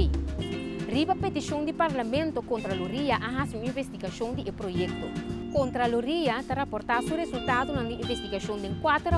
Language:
Papiamento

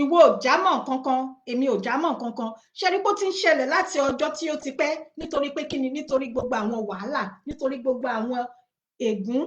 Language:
Yoruba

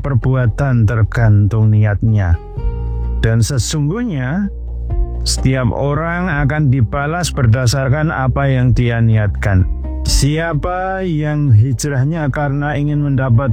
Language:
Indonesian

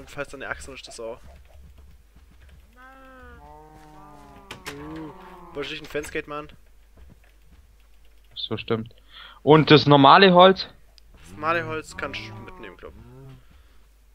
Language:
German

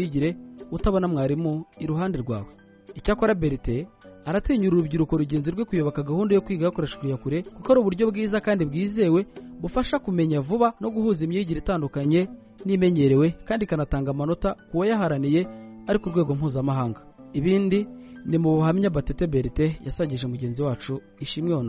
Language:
Kinyarwanda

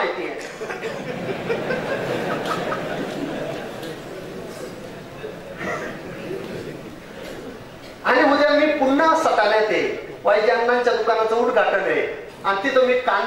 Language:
Marathi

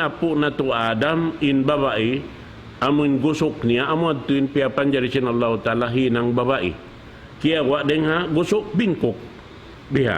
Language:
Tausug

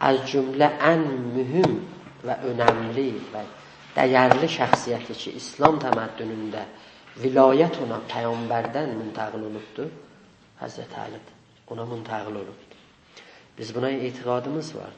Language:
South Azerbaijani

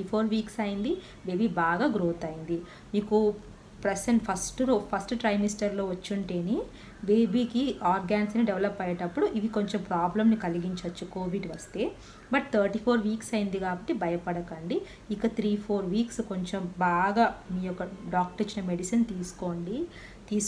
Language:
Telugu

